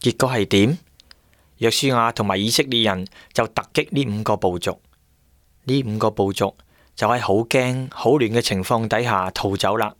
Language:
Cantonese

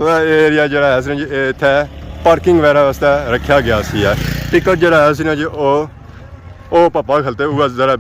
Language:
Pahari-Potwari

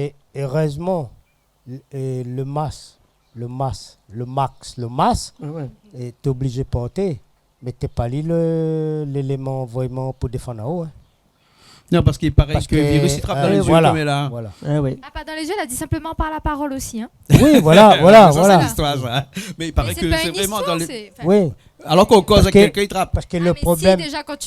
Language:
Réunion Creole French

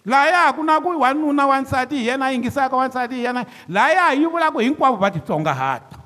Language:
Tsonga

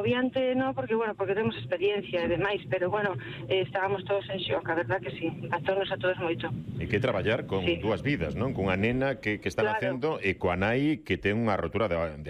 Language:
Galician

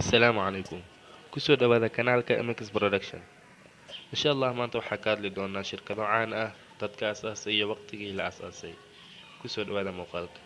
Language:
Somali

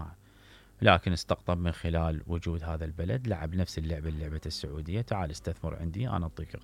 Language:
Mesopotamian Arabic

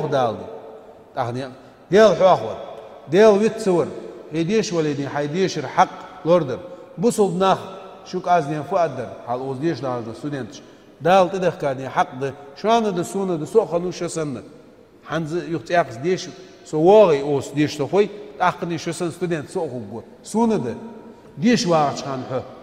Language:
Ingush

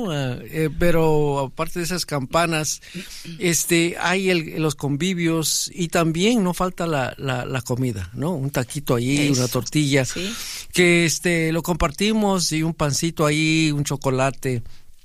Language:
Spanish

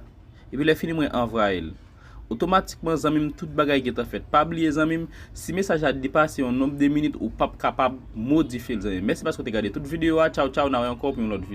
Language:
Haitian Creole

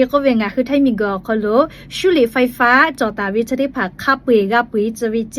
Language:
Lahu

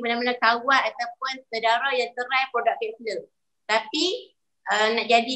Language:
Malay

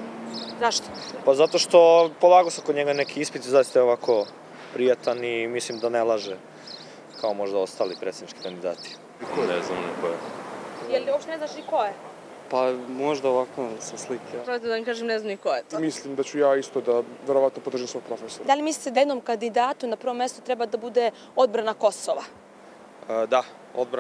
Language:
Serbian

